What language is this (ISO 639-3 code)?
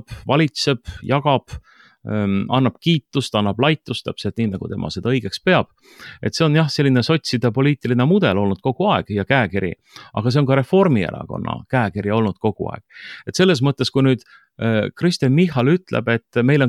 est